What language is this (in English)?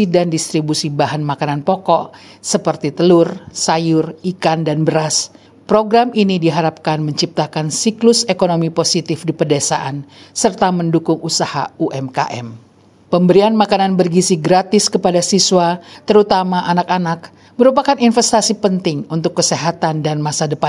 Indonesian